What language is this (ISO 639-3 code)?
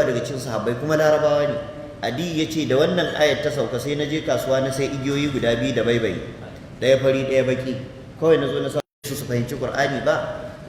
hau